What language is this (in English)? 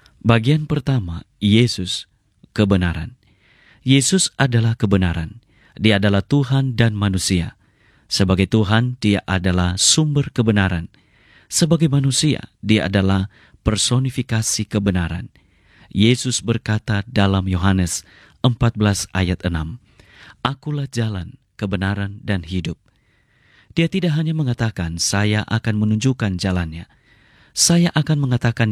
Indonesian